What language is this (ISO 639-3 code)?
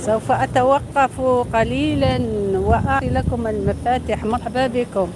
arq